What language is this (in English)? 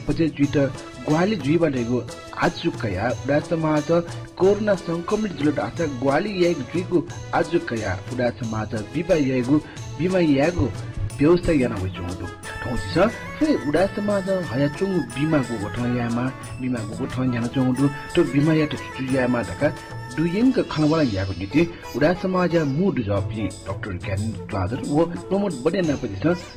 Newari